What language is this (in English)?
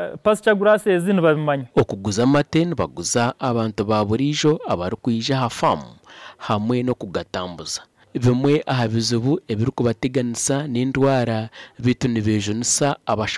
Nyankole